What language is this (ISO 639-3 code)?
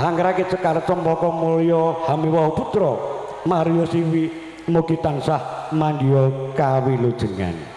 jav